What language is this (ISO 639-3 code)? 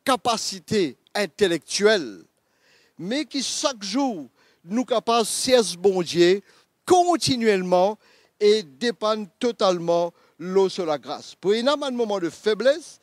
mfe